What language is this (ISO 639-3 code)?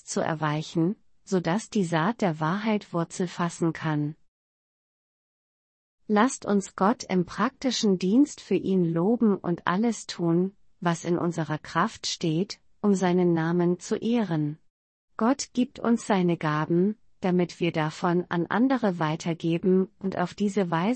deu